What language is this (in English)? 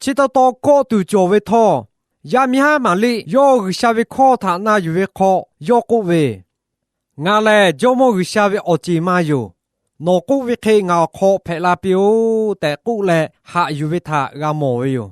Lahu